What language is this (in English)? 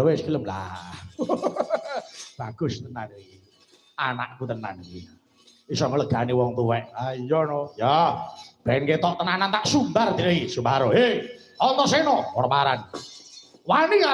Javanese